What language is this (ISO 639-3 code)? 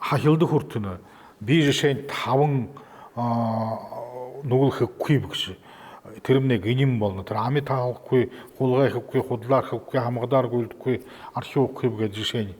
bua